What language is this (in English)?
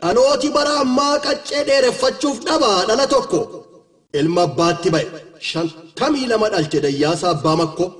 Oromo